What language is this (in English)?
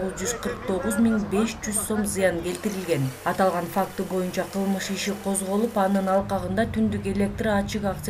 Kyrgyz